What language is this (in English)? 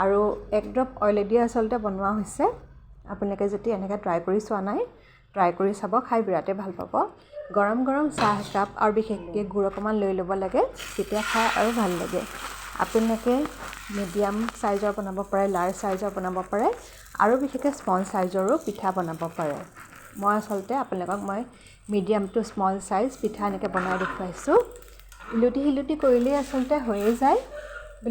Assamese